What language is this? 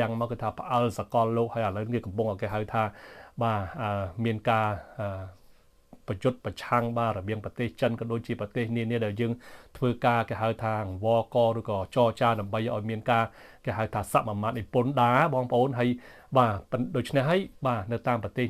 Khmer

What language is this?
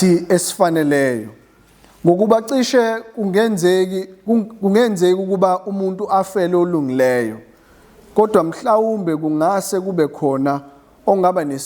Zulu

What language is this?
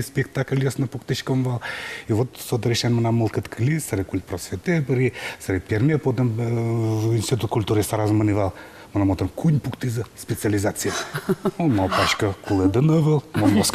Udmurt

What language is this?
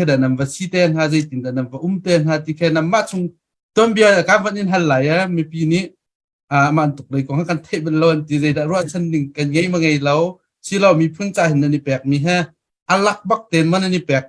Hakha Chin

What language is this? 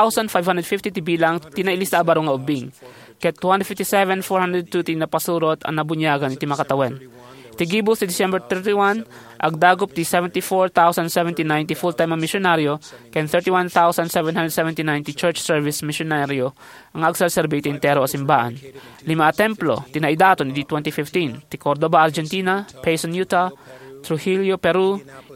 Iloko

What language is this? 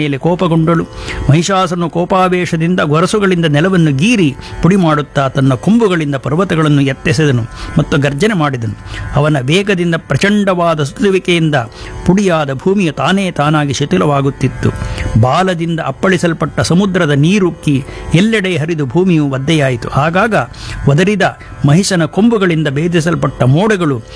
Kannada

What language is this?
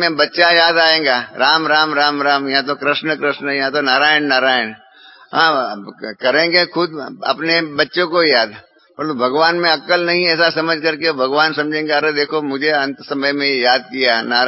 Hindi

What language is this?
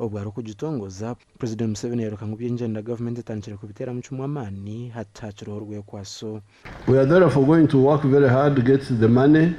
Nyankole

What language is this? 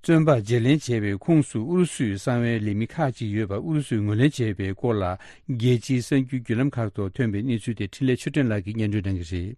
Tibetan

